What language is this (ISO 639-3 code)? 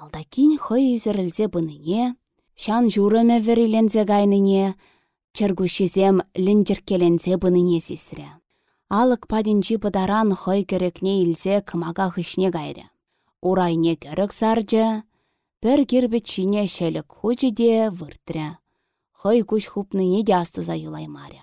chv